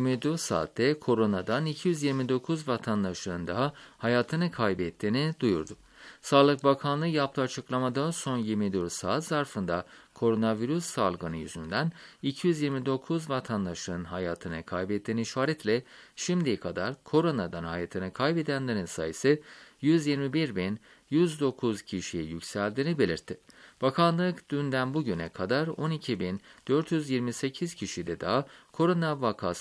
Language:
Turkish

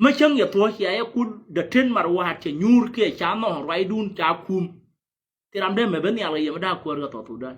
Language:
Nuer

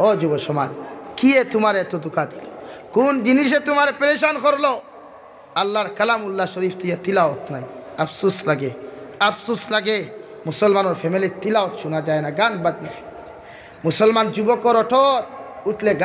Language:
Sylheti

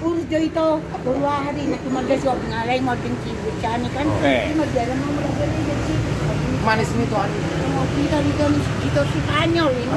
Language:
Batak Toba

